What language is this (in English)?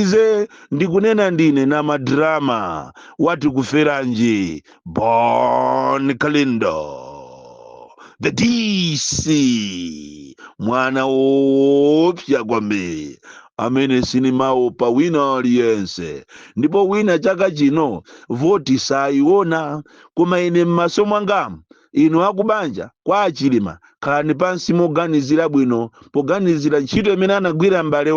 Nyanja